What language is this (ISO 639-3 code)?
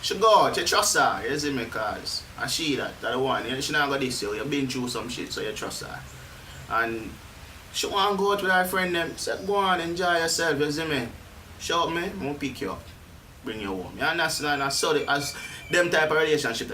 jam